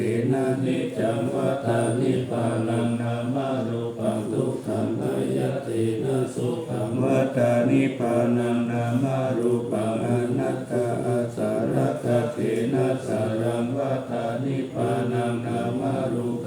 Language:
Pali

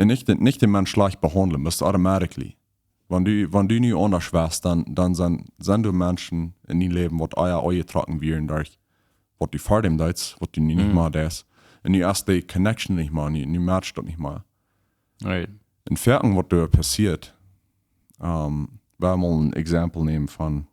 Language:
Plautdietsch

